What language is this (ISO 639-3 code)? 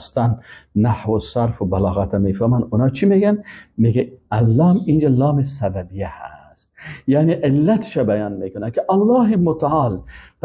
fas